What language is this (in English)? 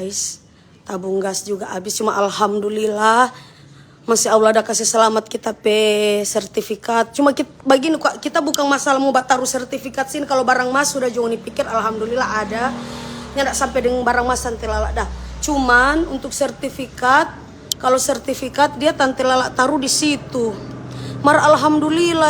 Manado Malay